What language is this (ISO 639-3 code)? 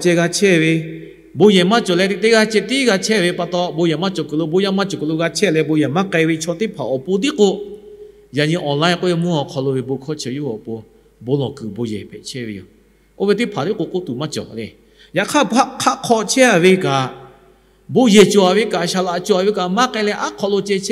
lhu